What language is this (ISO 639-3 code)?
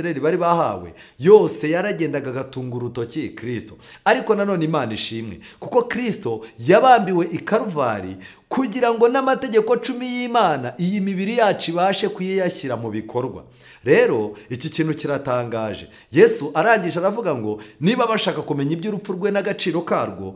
kin